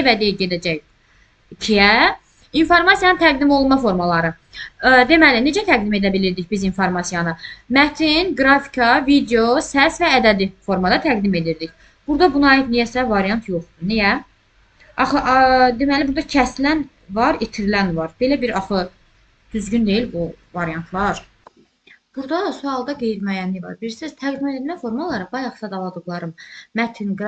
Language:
Azerbaijani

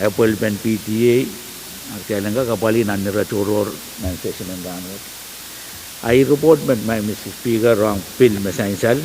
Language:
Pohnpeian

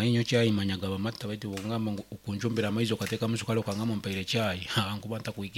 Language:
Nyankole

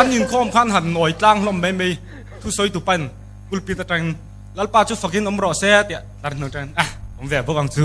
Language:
Mizo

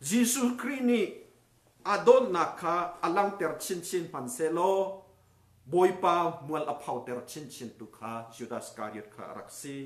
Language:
Hakha Chin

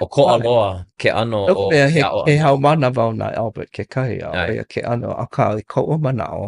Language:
Hawaiian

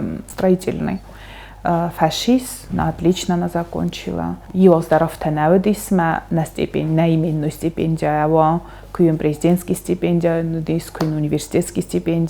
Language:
Ossetic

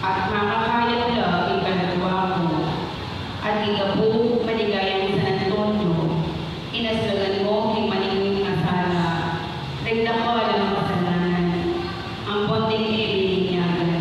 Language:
Pampanga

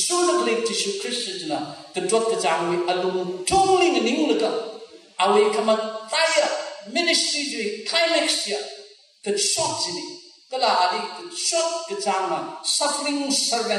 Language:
Tangkhul Naga (India)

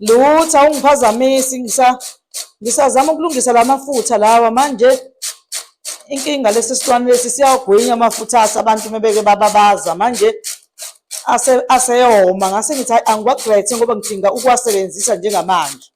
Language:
Zulu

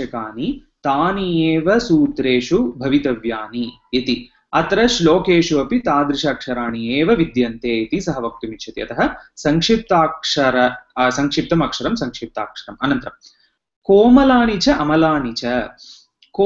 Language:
Sanskrit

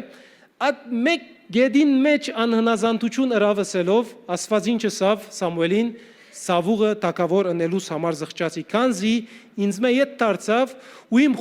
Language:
Western Armenian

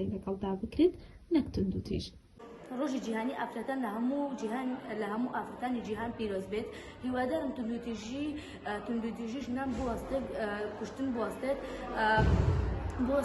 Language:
Central Kurdish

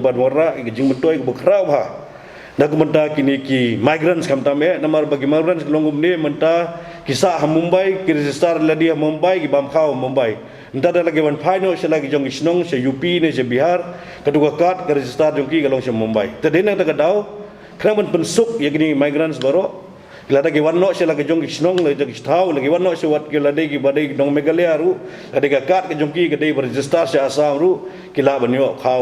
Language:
Khasi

